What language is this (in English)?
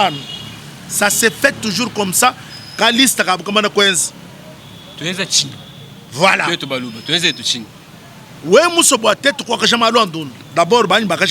Luba-Lulua